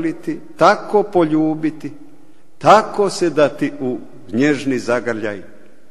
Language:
Croatian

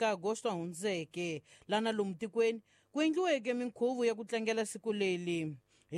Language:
Tsonga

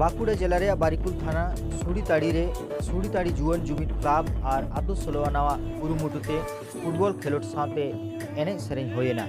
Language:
Santali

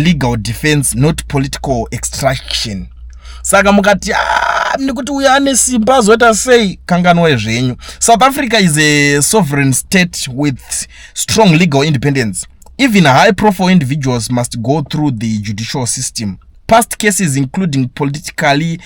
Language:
Shona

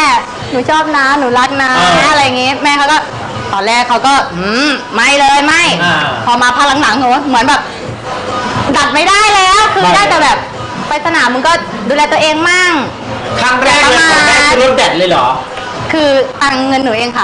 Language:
Thai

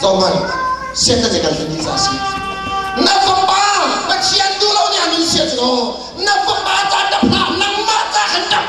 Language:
Hakha Chin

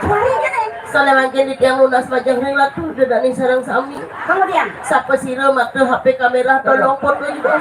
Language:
Balinese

